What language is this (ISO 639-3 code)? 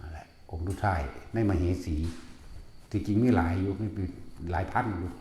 lao